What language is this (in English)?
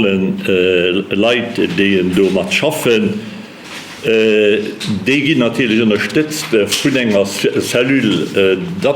Luxembourgish